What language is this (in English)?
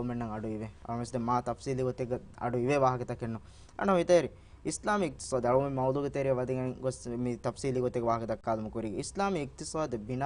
Divehi